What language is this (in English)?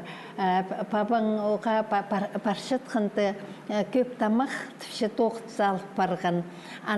Khakas